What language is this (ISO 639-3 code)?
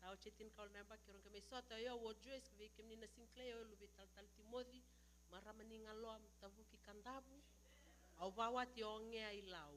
fij